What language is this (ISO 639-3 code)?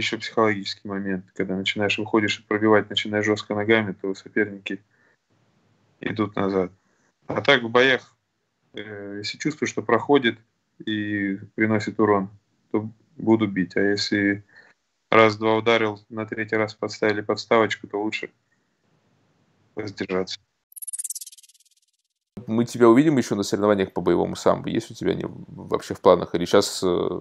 rus